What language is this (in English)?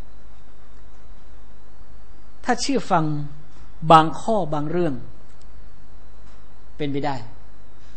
Thai